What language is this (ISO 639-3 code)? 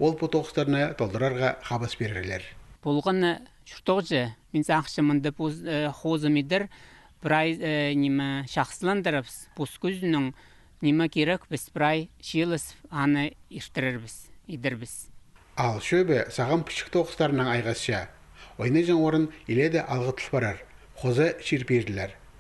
kjh